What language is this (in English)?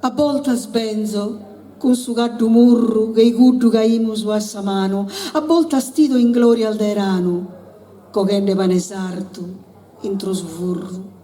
Sardinian